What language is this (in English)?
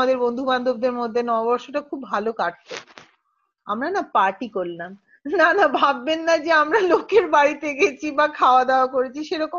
Bangla